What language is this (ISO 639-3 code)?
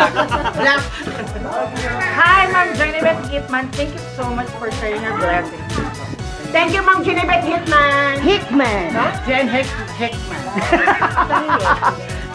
fil